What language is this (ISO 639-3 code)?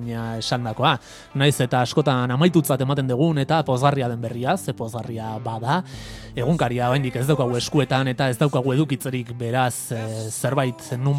eus